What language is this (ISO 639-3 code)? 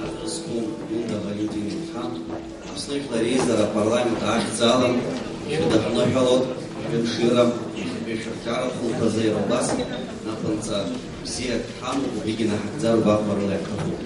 abk